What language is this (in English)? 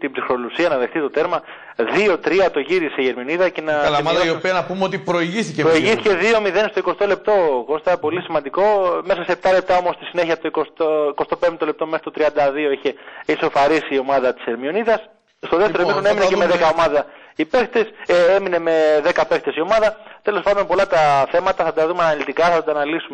Greek